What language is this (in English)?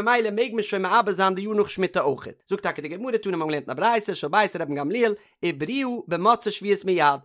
Yiddish